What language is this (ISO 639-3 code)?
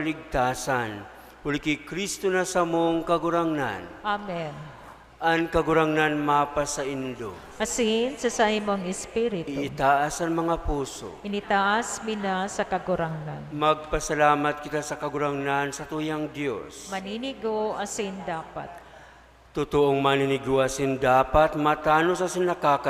bik